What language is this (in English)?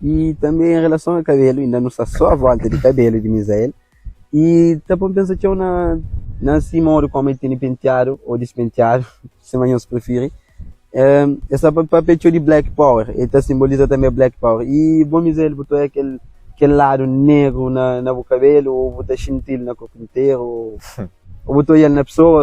Kabuverdianu